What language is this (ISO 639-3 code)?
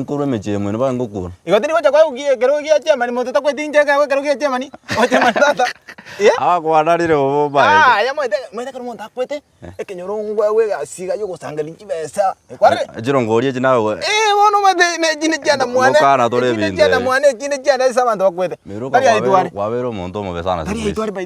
guz